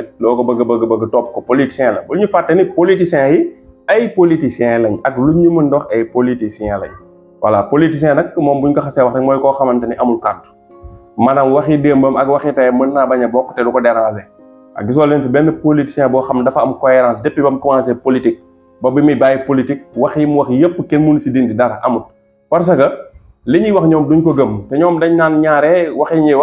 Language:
Wolof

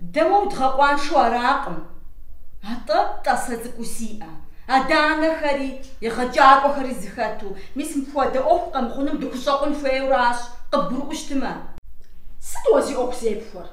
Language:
Kabardian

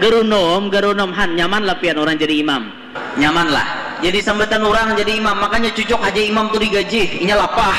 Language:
Banjar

